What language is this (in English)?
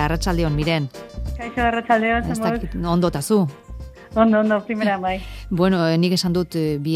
Basque